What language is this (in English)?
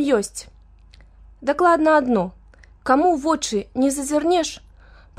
Belarusian